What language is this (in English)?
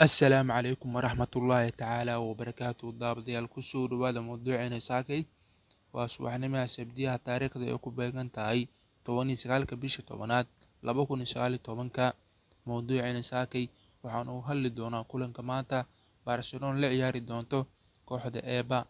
Somali